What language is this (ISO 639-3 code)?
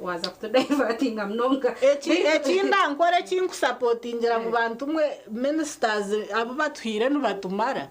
nyn